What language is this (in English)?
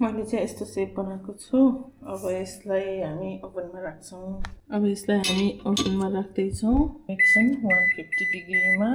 Nepali